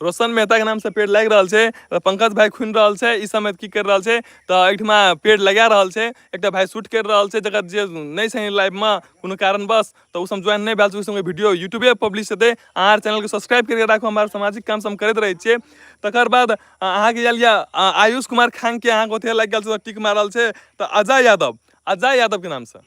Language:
Maithili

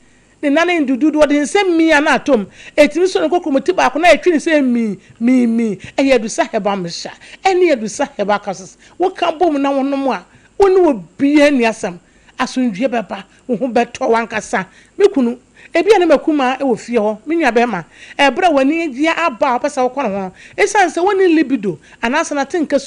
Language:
Akan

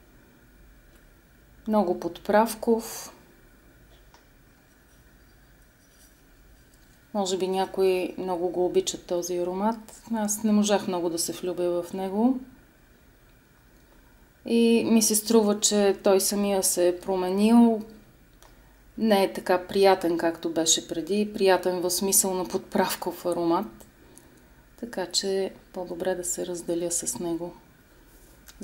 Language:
Bulgarian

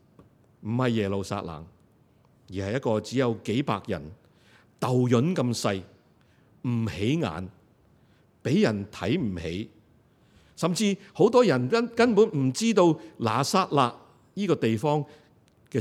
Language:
Cantonese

